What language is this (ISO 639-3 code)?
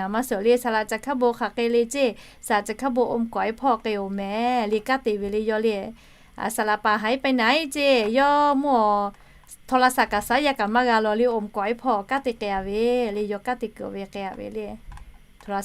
lhu